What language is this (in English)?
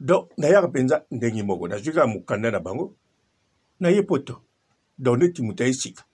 Lingala